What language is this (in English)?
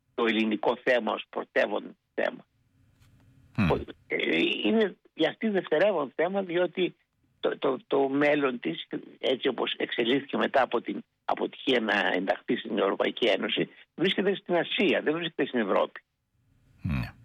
Greek